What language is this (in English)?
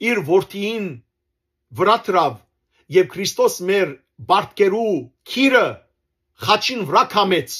Western Armenian